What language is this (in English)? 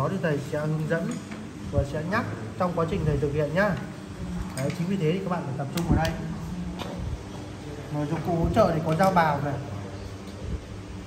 Vietnamese